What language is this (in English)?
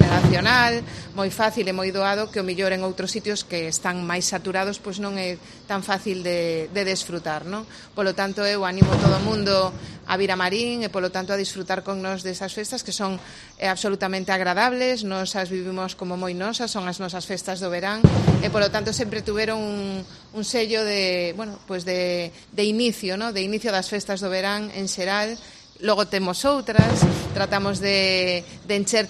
Galician